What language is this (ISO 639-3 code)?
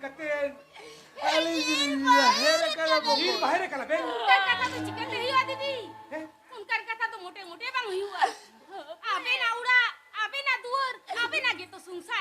sat